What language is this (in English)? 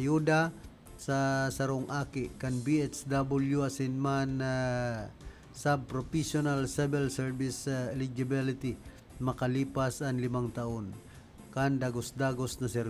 Bikol